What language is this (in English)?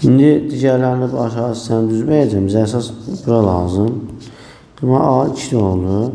Azerbaijani